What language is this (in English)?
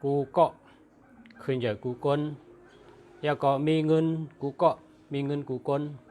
Shan